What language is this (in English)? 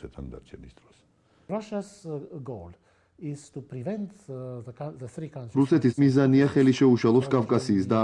Georgian